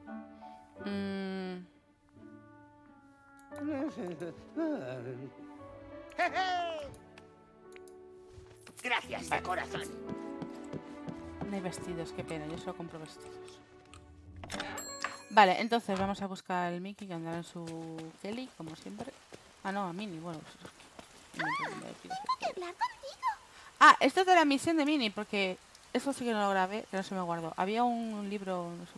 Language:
Spanish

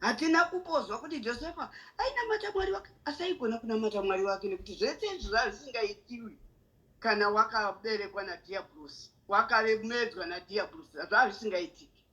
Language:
Shona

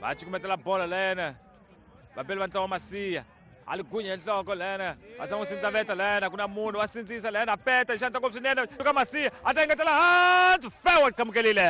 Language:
Tsonga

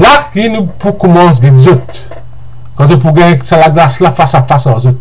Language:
Morisyen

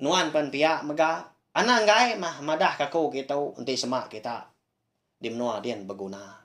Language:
Iban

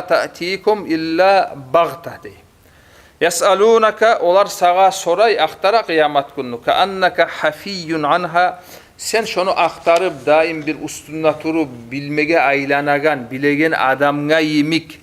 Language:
Kumyk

